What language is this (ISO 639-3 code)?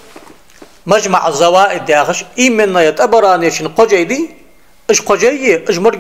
inh